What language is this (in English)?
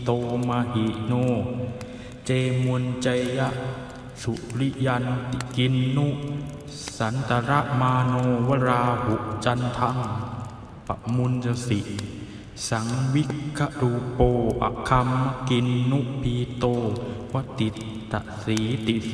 Pali